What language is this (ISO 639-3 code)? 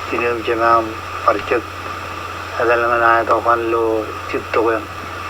mah